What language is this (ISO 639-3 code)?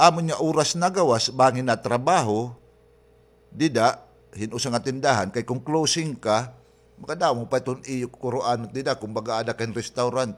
war